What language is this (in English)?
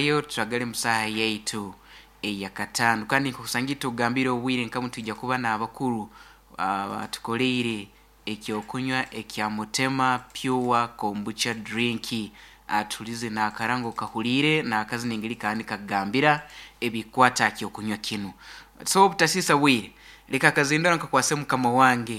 Nyankole